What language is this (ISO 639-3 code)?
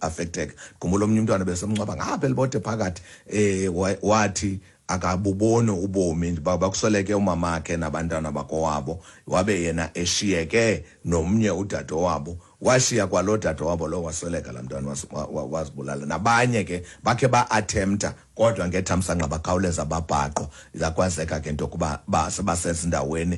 xho